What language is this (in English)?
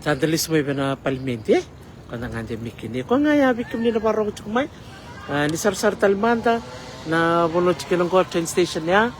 Fijian